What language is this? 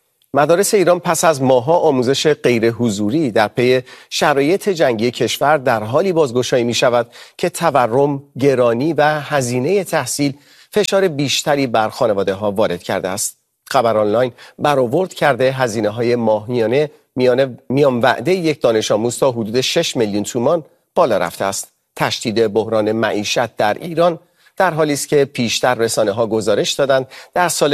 Persian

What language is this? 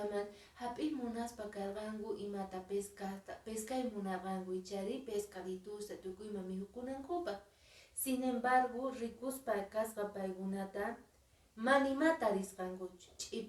Quechua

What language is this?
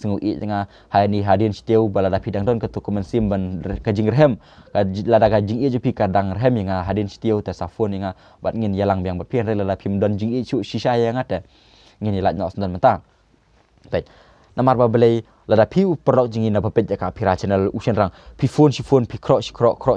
Khasi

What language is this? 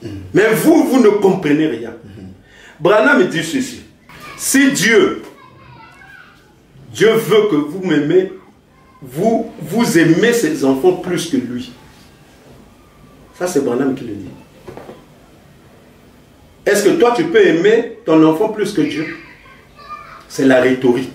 French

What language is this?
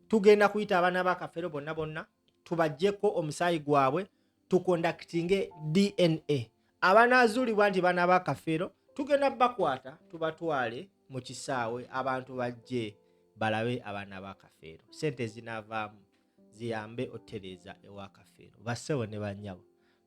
Ganda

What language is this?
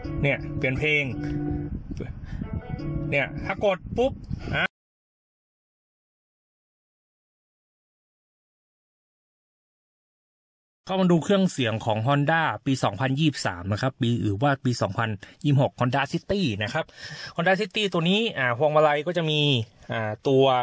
Thai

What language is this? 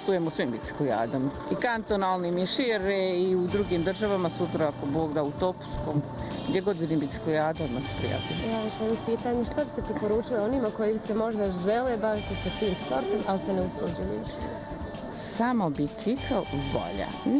Bosnian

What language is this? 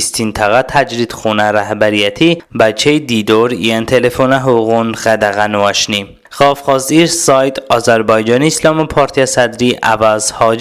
Talysh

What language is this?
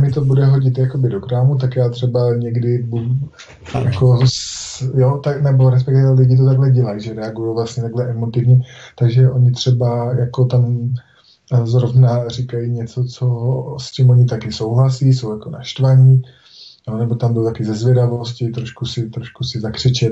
Czech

